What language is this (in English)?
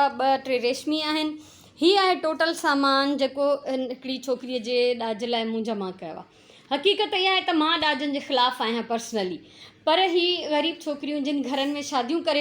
Sindhi